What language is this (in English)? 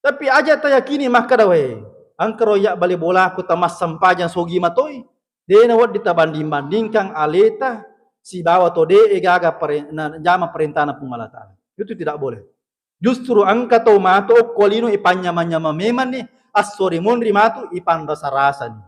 Buginese